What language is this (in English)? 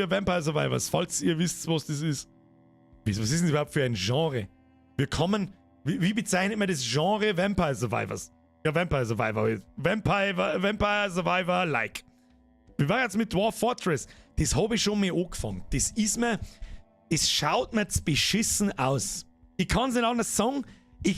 Bavarian